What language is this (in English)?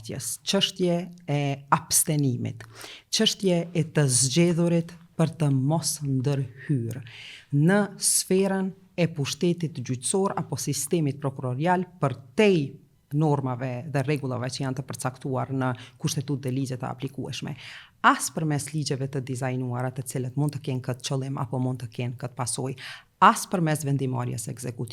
Albanian